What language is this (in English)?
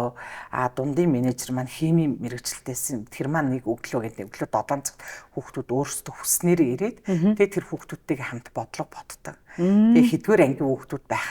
Mongolian